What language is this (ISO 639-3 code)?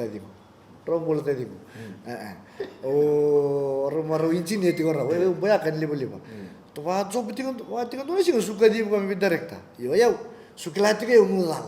fij